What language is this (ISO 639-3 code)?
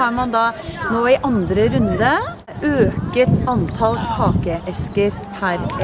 nor